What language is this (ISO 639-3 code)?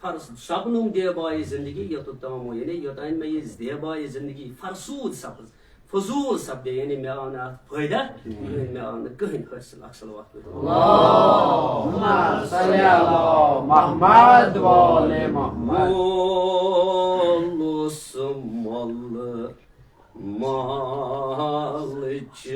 kas